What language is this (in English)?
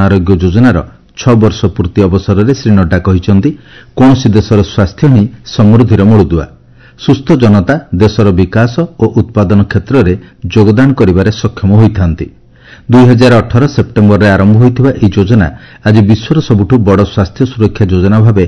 Odia